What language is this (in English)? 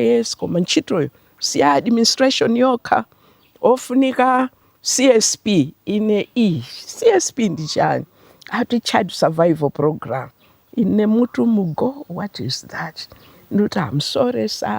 Nyanja